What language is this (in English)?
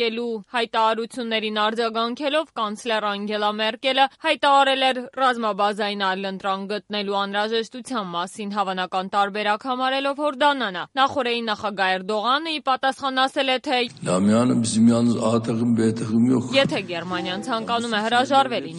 Armenian